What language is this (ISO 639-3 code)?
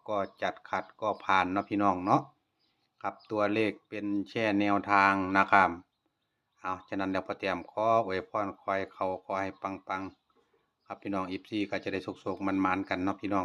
tts